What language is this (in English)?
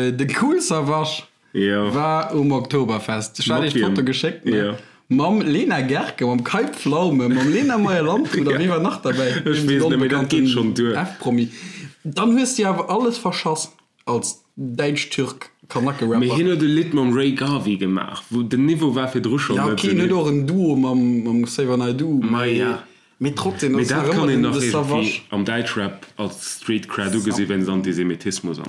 Luxembourgish